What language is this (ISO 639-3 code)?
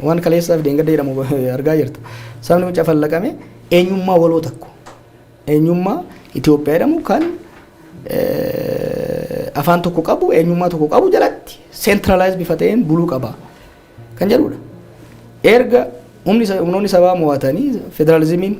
orm